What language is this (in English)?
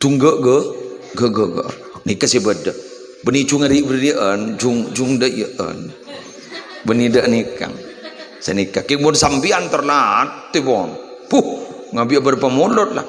Madurese